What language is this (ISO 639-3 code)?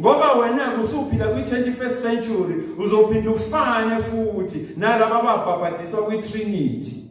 zul